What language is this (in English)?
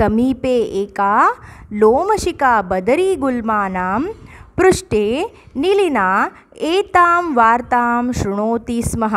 Sanskrit